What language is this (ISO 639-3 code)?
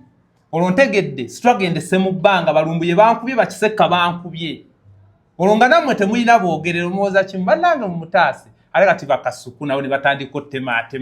lug